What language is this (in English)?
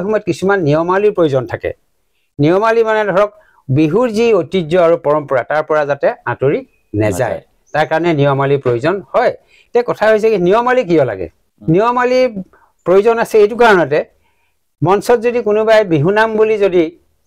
Assamese